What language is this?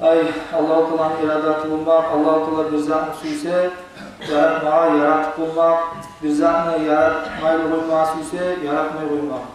Kumyk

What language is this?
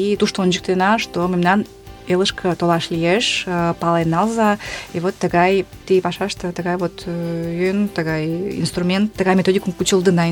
Mari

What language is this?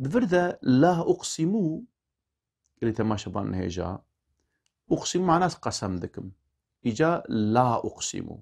Kurdish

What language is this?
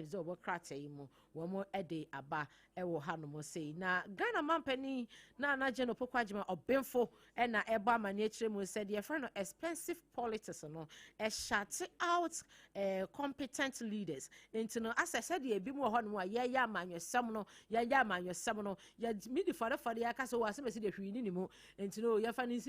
Akan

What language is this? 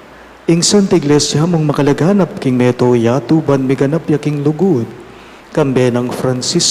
Pampanga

